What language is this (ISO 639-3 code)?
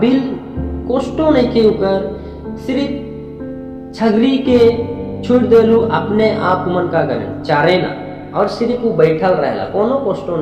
sck